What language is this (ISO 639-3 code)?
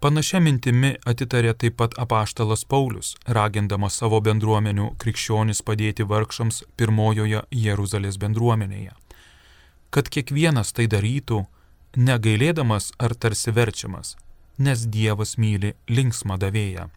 lit